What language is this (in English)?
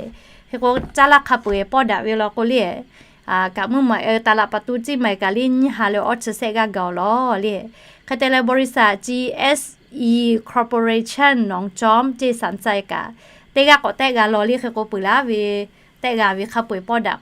Lahu